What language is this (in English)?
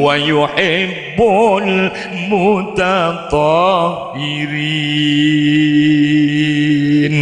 Madurese